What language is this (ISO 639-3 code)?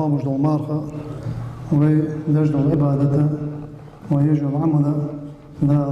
inh